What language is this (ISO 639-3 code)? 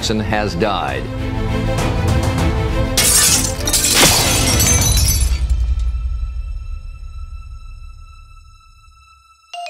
tel